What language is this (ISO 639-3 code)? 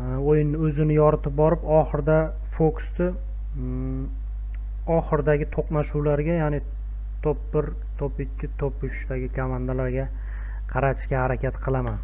uzb